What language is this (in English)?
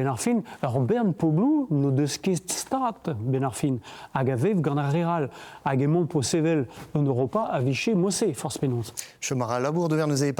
Breton